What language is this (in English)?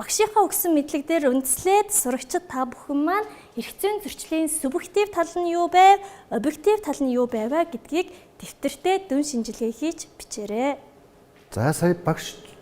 Mongolian